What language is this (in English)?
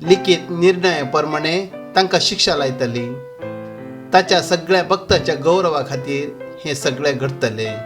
Konkani